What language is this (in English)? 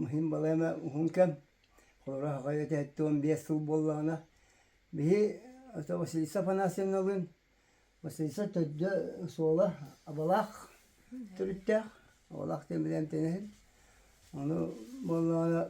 Yakut